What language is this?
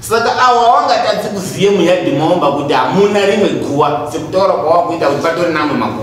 Shona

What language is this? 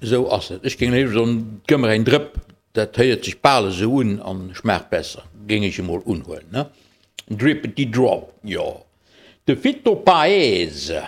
Luxembourgish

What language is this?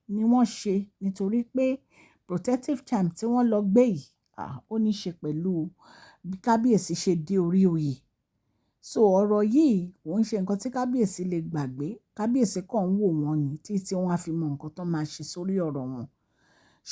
Yoruba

